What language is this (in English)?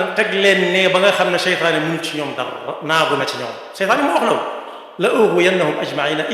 Wolof